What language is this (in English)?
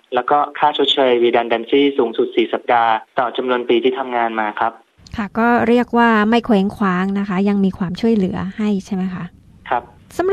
Thai